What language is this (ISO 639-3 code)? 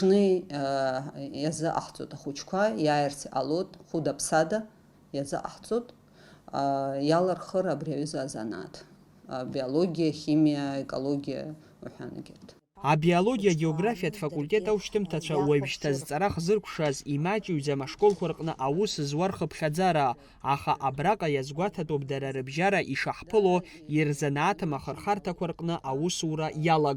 abk